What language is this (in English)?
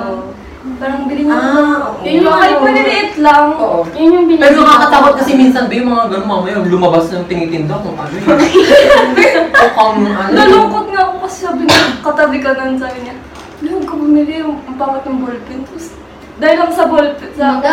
Filipino